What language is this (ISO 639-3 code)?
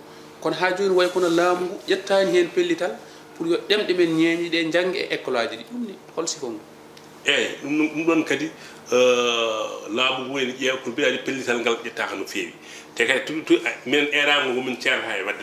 ful